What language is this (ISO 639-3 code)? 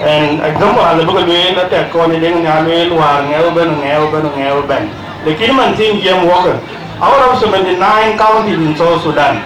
din